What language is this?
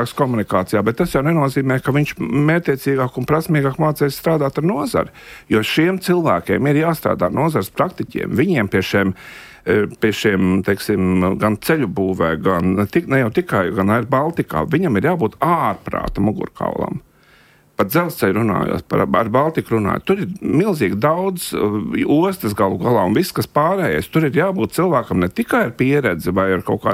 Latvian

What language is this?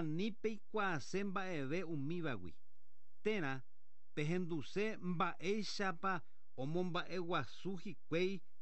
Guarani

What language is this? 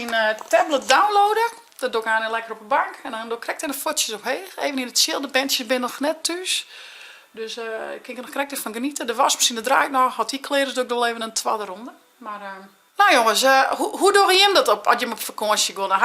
Western Frisian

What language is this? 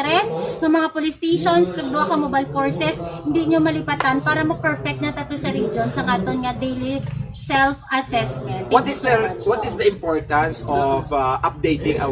Hiligaynon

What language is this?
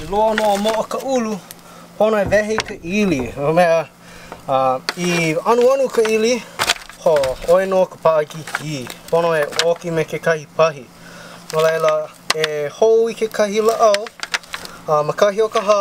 Hawaiian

